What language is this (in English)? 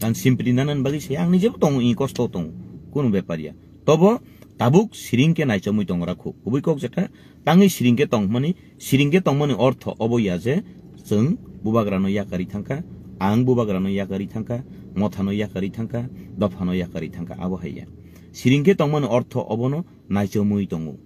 Kok Borok